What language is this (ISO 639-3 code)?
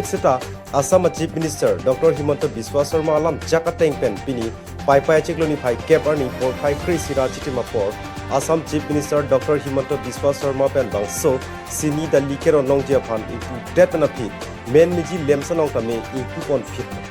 mjw